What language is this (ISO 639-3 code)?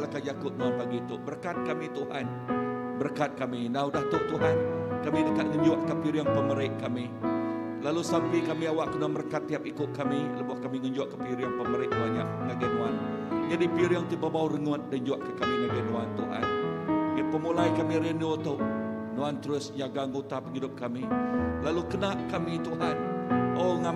iba